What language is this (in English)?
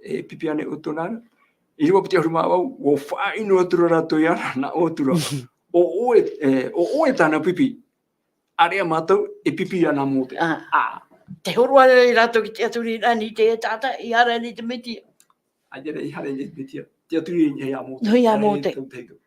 Tahitian